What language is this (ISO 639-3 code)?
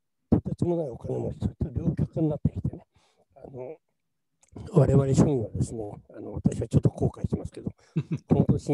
jpn